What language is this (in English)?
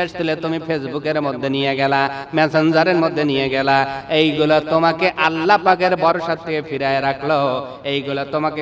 Bangla